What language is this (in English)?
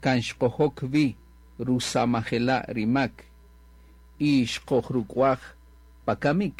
Kaqchikel